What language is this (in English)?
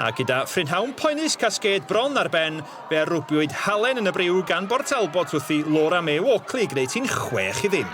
Welsh